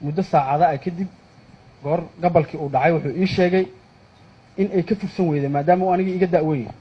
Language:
Somali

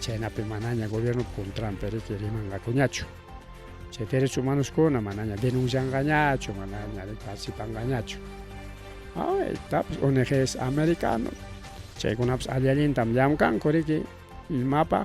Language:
Ayacucho Quechua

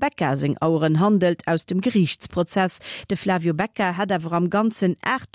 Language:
Luxembourgish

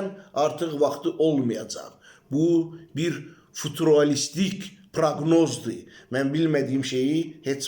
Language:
Azerbaijani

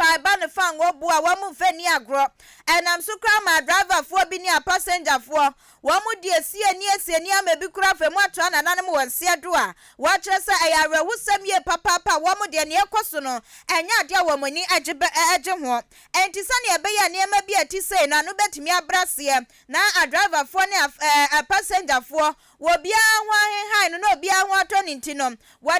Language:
Akan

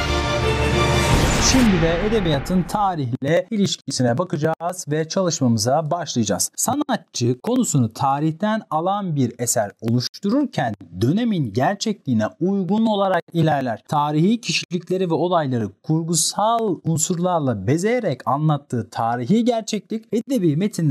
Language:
Turkish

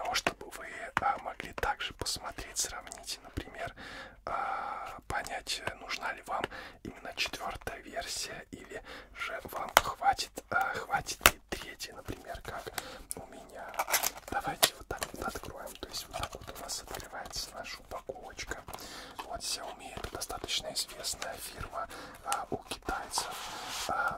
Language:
Russian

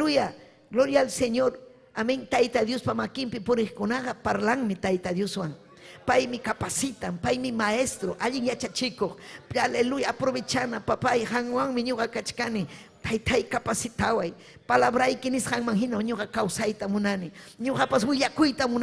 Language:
Ayacucho Quechua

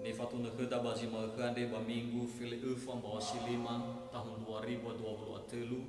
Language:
Nias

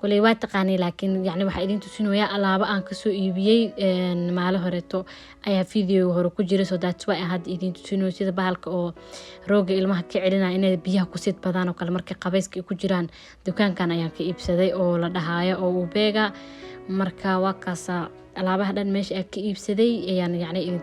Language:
Somali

